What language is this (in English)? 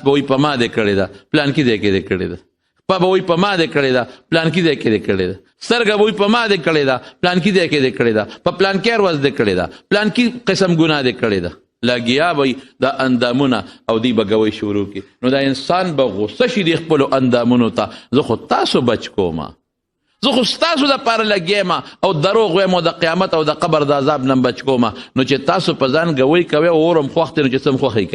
Pashto